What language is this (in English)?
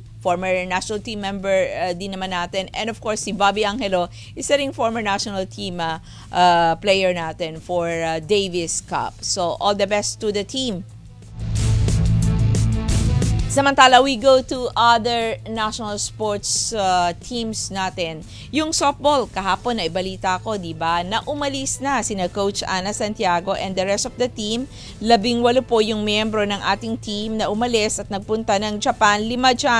Filipino